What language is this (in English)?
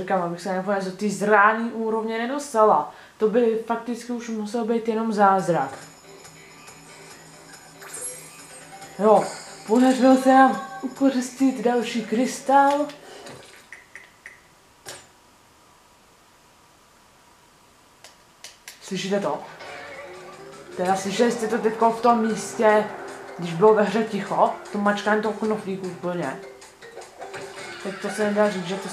Czech